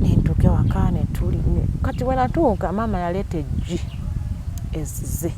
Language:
Ganda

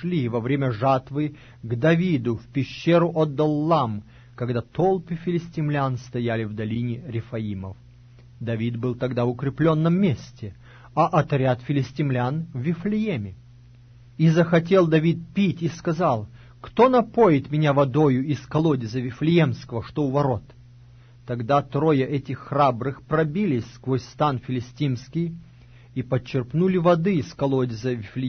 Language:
Russian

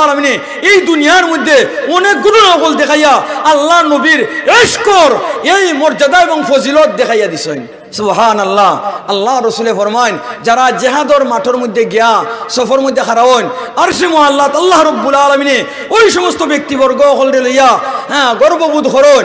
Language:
Sylheti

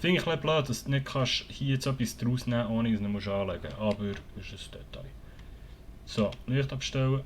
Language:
Swiss German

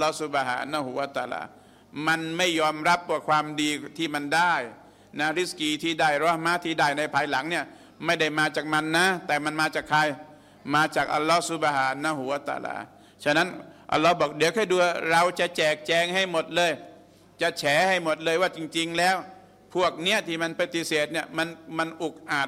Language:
Thai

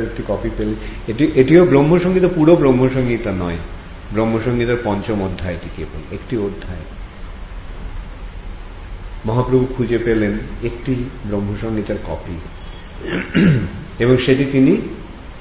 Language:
Bangla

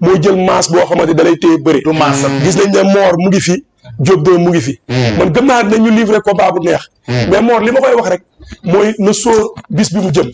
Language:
Wolof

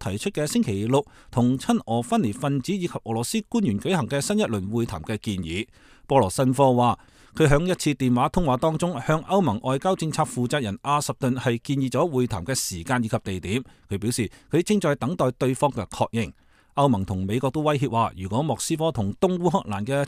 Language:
Cantonese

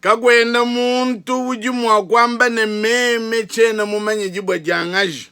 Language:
Luba-Lulua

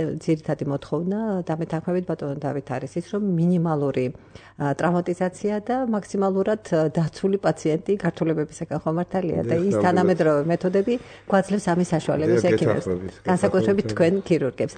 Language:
Georgian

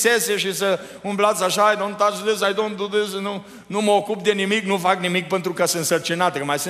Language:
Romanian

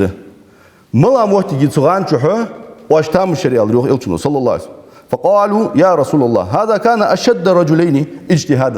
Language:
Ingush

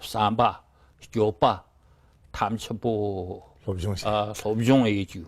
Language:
Tibetan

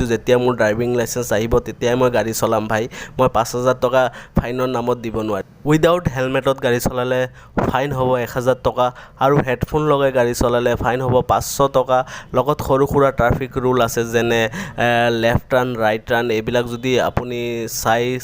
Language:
Assamese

